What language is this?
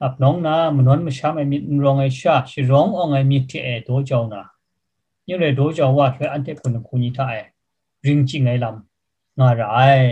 Kachin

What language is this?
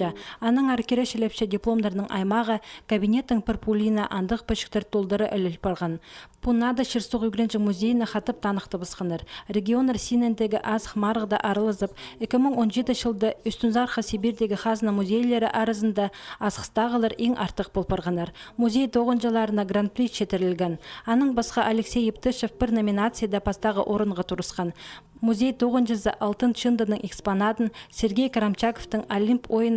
Khakas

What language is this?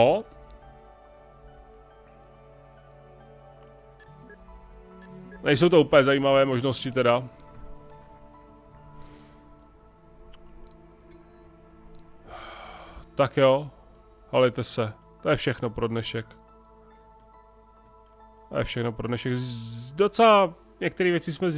Czech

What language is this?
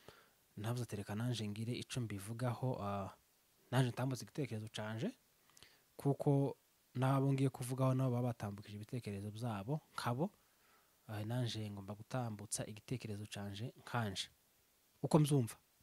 Rundi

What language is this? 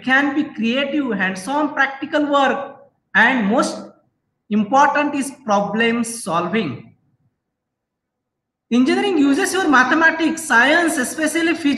Marathi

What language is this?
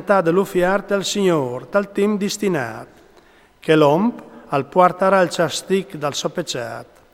Friulian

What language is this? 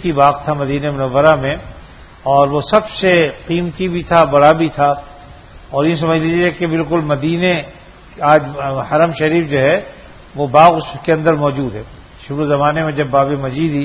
Urdu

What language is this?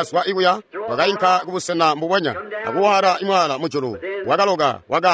Tonga (Zambia)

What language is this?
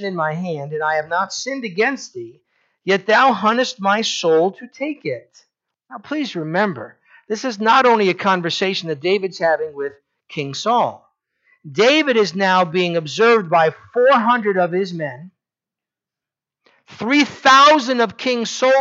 English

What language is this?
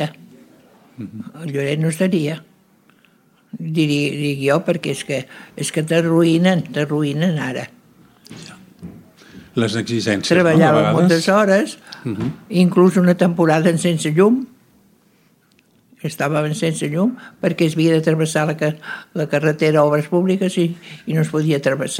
Catalan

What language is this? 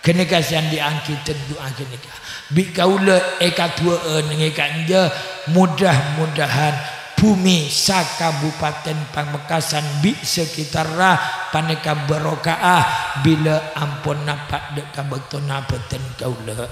Madurese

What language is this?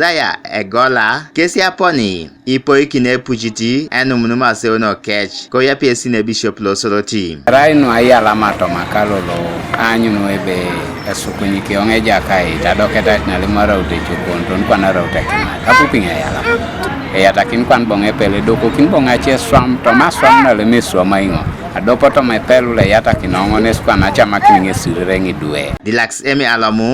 Teso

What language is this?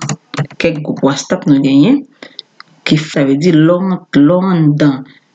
Haitian Creole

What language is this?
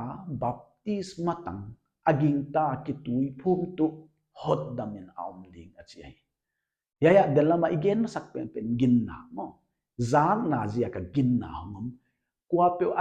Paite Chin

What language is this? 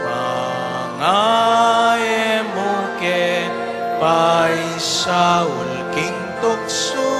Pampanga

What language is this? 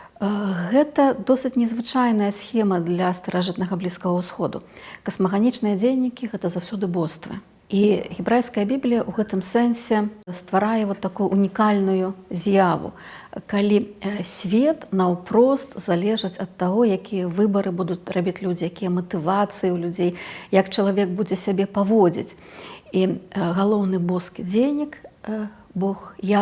Belarusian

